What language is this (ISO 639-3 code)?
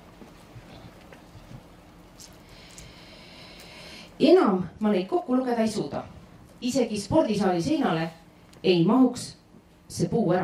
est